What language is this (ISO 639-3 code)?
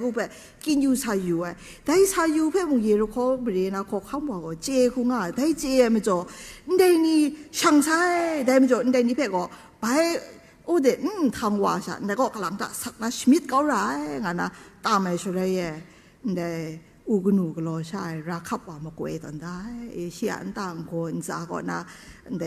kac